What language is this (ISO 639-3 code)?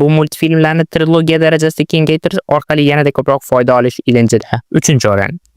uzb